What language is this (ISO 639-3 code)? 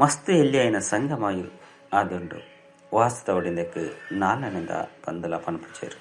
tcy